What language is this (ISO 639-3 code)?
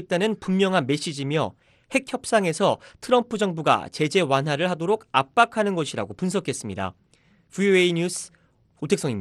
kor